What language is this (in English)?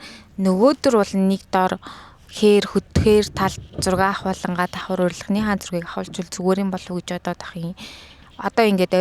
Mongolian